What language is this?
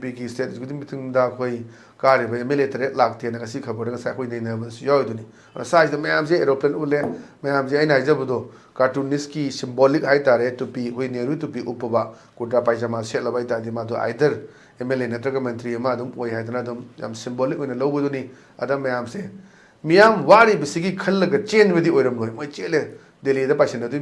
Manipuri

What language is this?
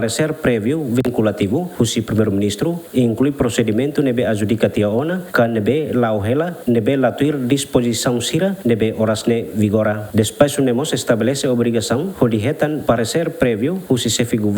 Tetum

